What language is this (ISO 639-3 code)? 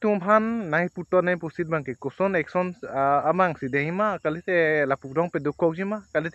mjw